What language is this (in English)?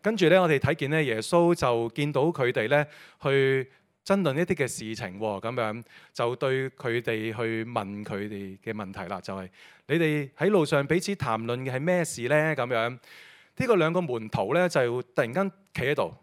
Cantonese